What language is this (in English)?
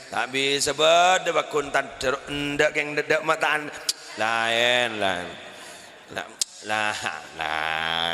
Madurese